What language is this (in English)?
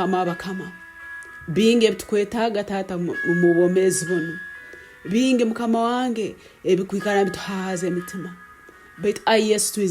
Nyankole